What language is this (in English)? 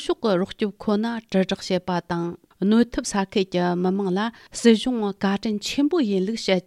Tibetan